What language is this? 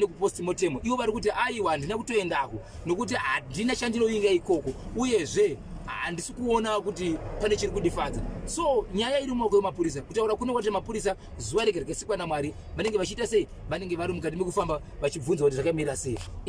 Shona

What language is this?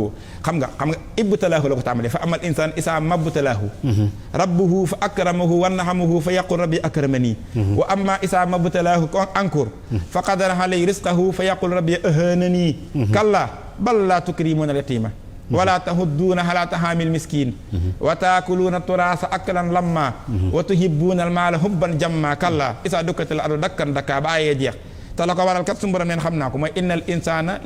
Wolof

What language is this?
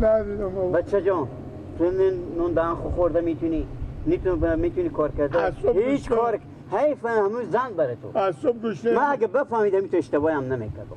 Persian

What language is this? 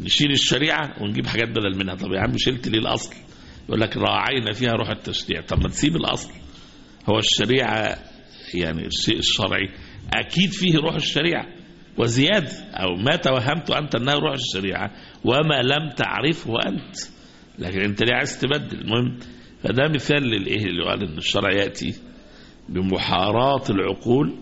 Egyptian Arabic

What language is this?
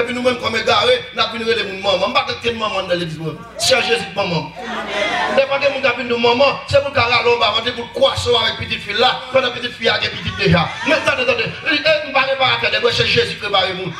Haitian Creole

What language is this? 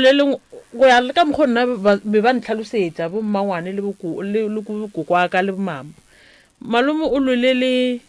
Northern Sotho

